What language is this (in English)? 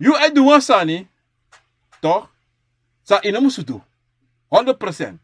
Sranan Tongo